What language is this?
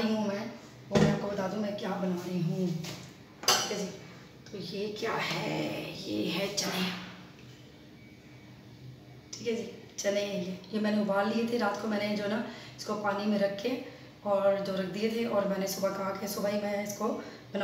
Hindi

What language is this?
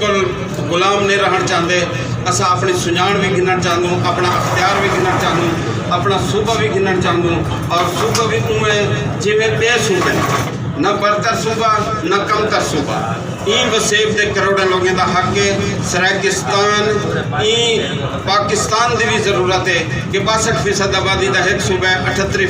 Saraiki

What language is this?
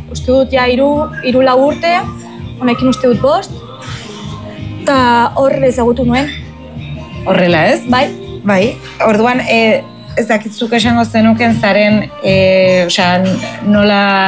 Basque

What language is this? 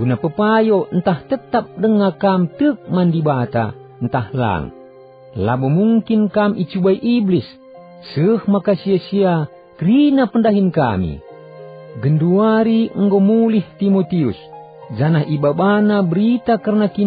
Batak Karo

